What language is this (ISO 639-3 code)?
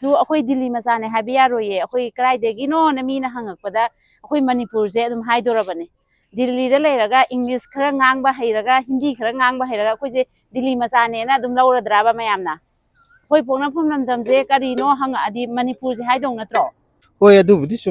mni